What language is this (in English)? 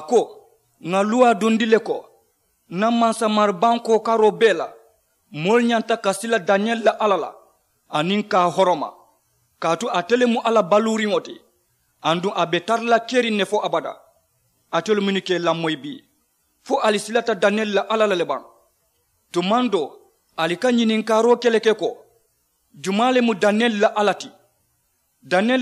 Mandingo